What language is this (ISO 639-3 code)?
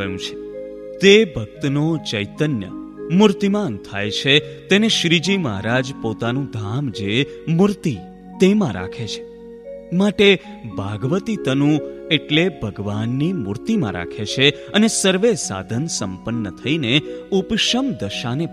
guj